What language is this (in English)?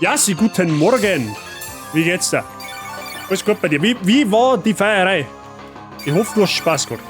Bavarian